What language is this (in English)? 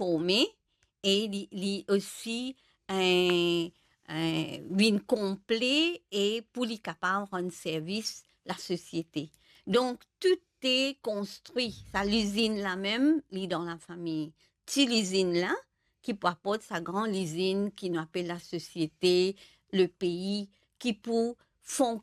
Morisyen